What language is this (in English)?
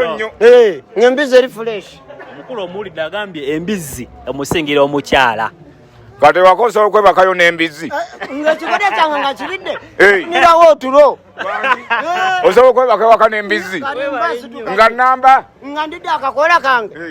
Ganda